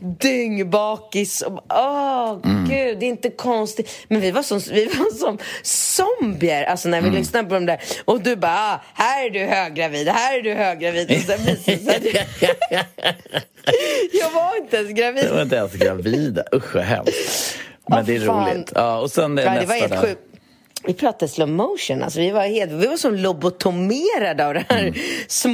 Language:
Swedish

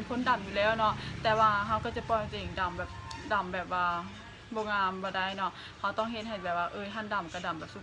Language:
Lao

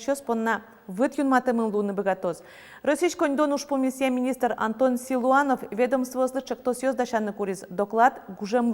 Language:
Udmurt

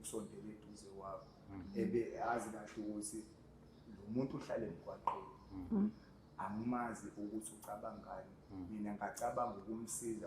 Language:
Zulu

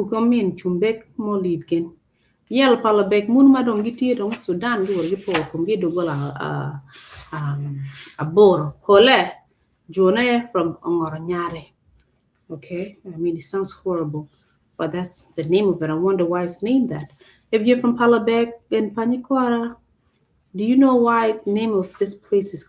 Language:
Acoli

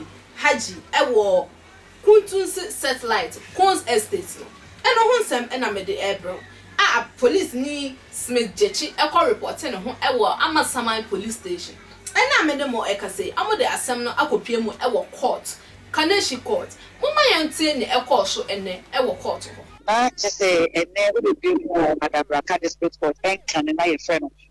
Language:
Akan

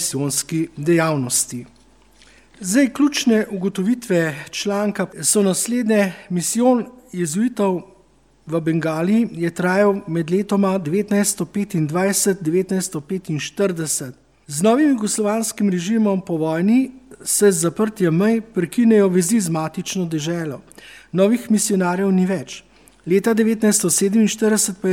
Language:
Slovenian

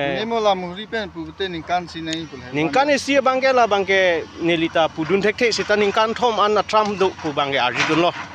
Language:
Karbi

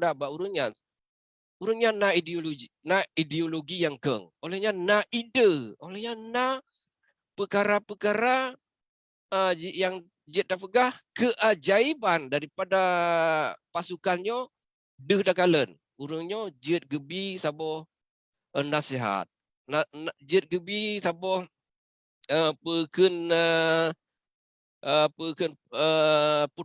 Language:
Achinese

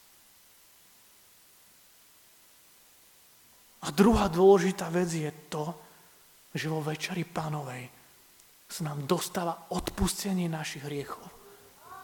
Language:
Slovak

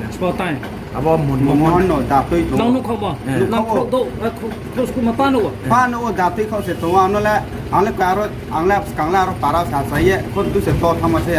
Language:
Riang (India)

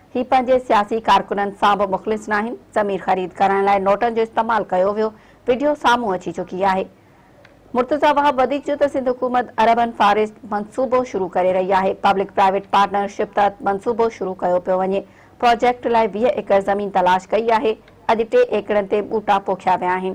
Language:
Sindhi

